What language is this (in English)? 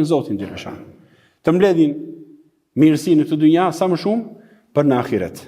Albanian